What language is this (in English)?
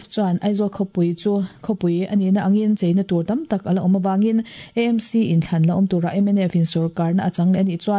Mizo